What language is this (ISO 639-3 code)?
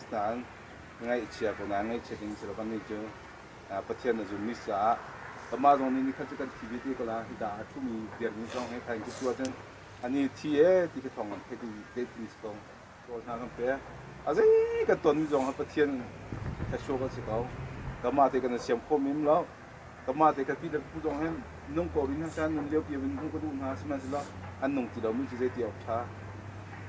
cnh